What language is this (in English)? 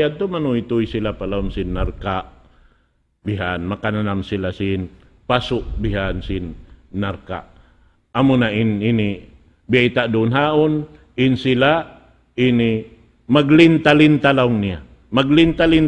Tausug